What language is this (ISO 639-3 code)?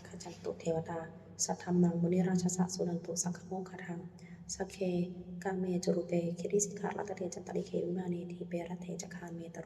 pli